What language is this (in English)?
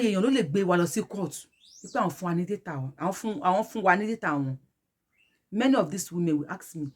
Yoruba